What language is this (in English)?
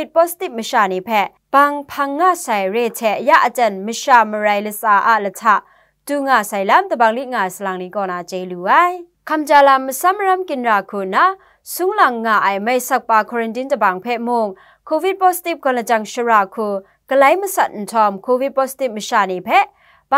Kachin